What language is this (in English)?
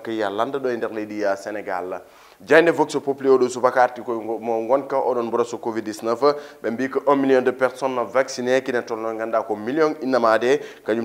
Fula